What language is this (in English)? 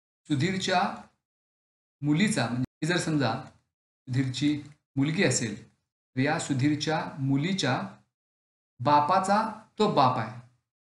Marathi